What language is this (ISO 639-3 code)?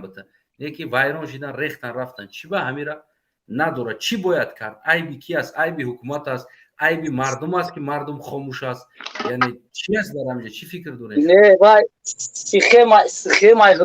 tgk